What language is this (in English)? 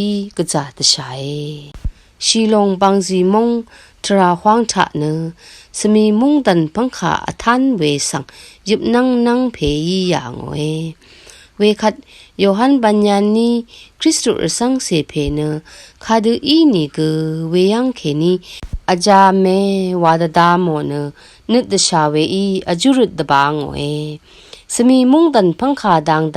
Rawang